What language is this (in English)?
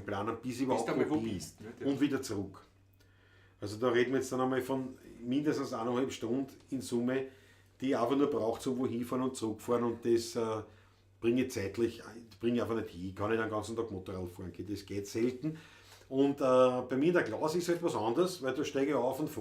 Bavarian